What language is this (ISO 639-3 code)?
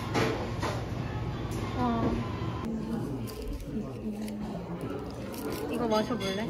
kor